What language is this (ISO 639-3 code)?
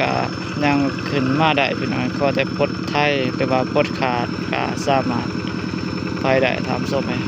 lao